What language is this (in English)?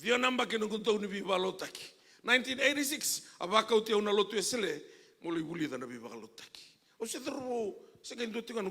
Fijian